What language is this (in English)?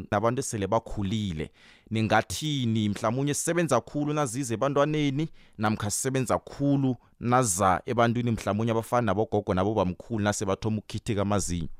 South Ndebele